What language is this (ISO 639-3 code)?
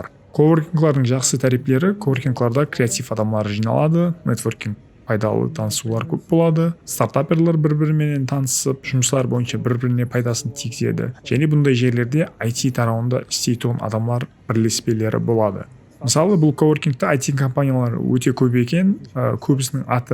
kaa